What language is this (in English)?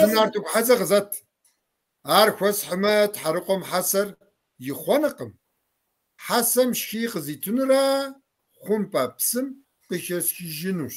Kabardian